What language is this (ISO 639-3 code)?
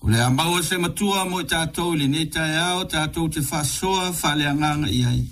smo